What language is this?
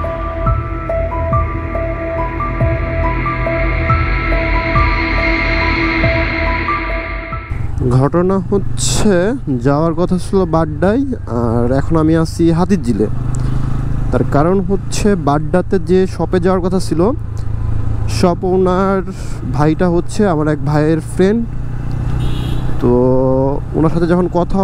Bangla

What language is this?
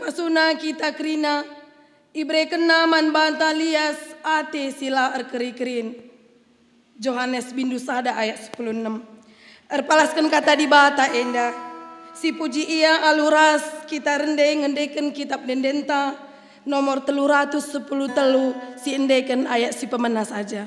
Batak Karo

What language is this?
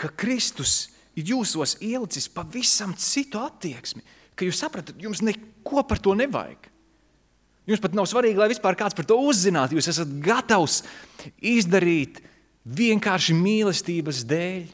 Latvian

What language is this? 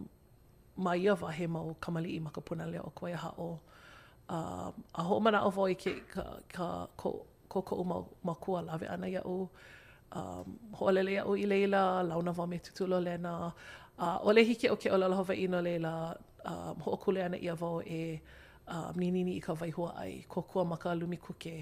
Hawaiian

